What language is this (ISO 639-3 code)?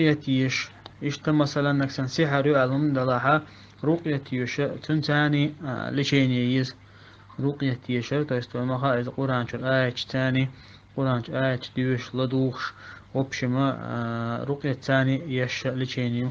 che